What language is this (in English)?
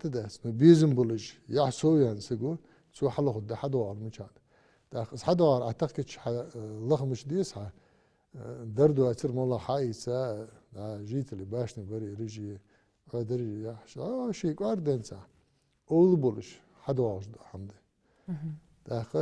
Ingush